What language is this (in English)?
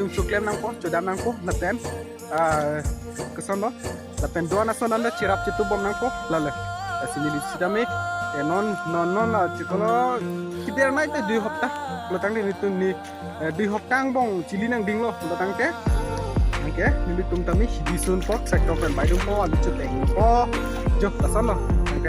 Karbi